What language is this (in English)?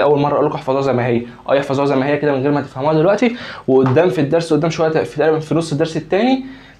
Egyptian Arabic